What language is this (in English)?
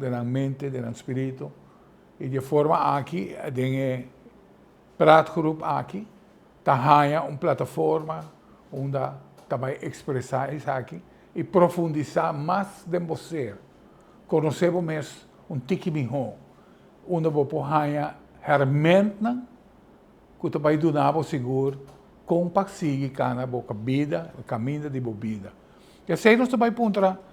Papiamento